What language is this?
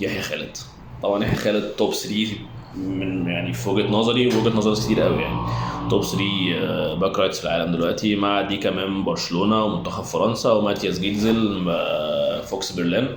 Egyptian Arabic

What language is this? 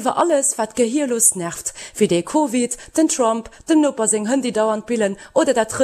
Luxembourgish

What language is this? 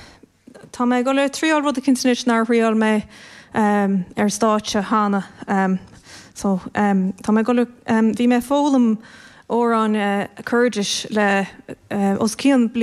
Irish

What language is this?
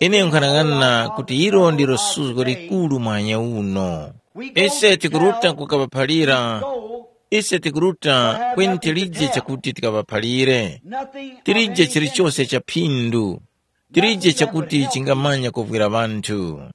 Tumbuka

